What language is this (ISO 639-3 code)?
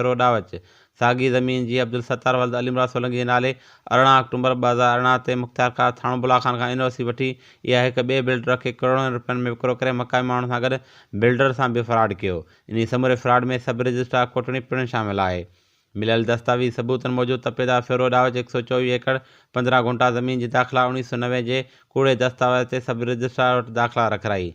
snd